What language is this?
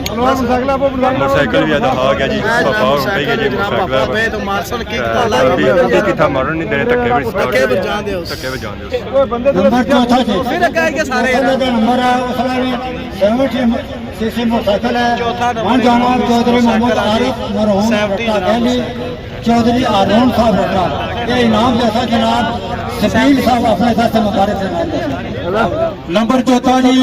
Pahari-Potwari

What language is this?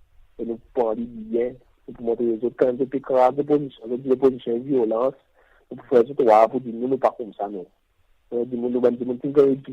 Seselwa Creole French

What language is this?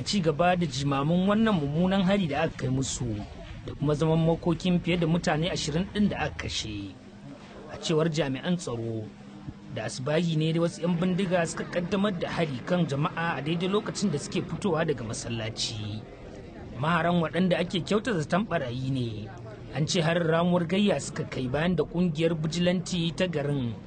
Hausa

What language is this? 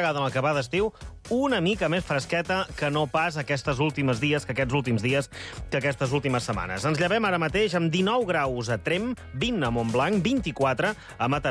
Catalan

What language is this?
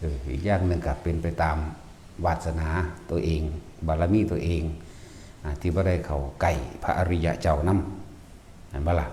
Northeastern Thai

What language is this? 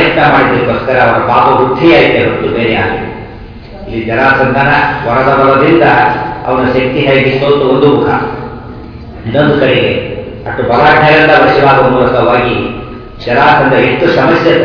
Kannada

